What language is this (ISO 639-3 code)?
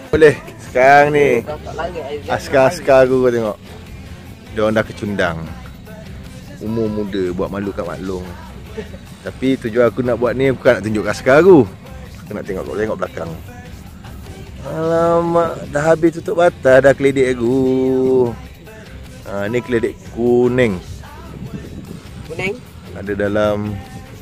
msa